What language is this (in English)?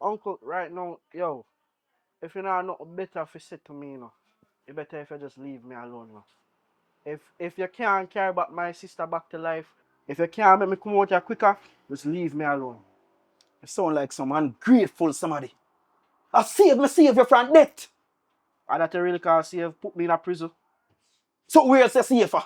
Jamaican Creole English